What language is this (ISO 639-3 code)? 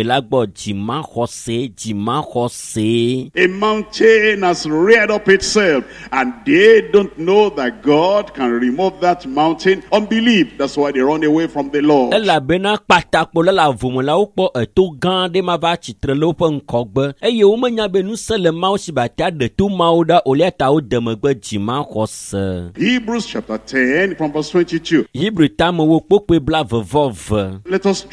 ewe